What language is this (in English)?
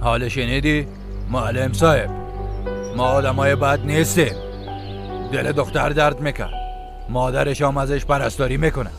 Persian